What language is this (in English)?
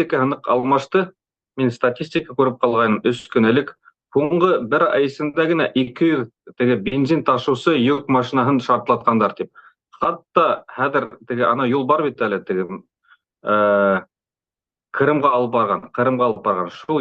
Bashkir